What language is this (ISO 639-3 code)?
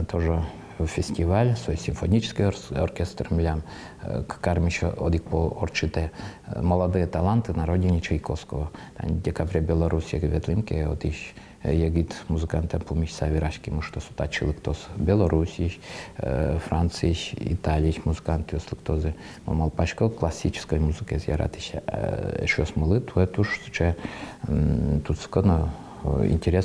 udm